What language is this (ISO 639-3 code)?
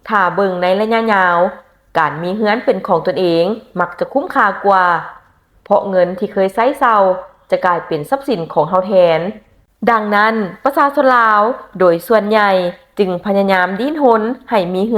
lao